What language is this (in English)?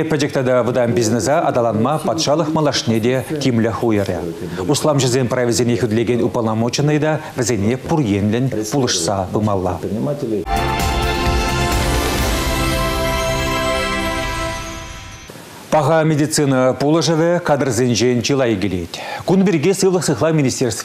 Chuvash